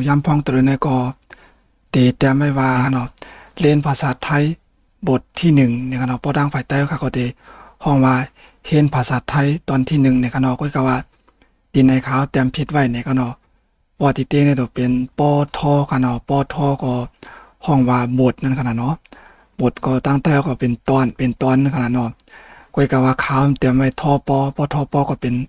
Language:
Shan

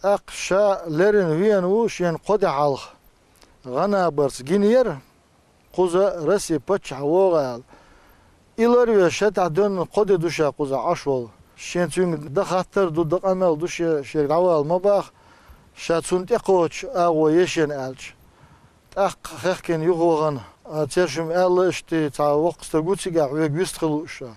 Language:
Chechen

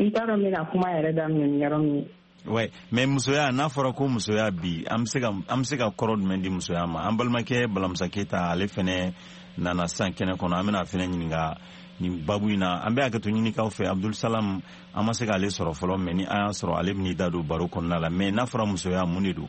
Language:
Bambara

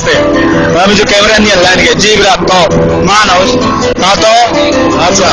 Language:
Baluchi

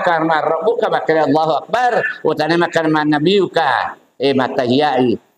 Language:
Buginese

